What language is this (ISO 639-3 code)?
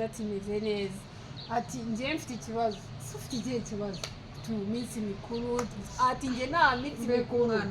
kin